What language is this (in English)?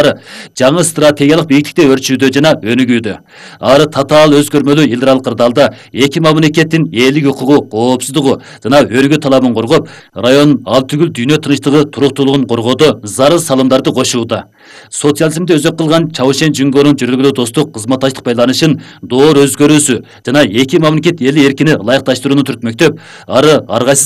Kyrgyz